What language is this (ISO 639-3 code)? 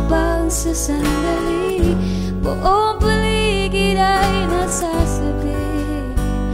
fil